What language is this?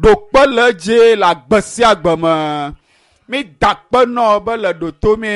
Ewe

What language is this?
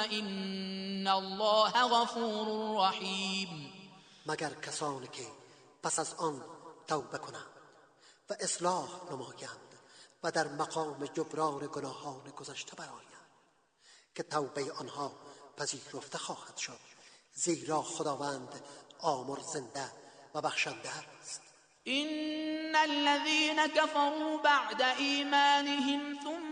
Persian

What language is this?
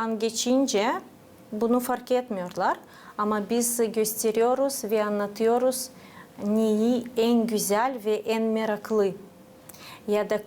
Gagauz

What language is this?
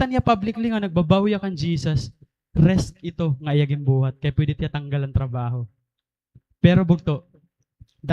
Waray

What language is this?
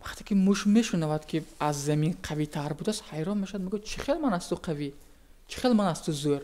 Tajik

